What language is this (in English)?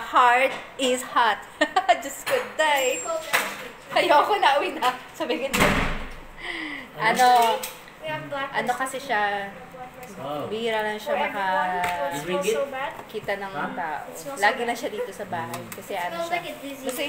Filipino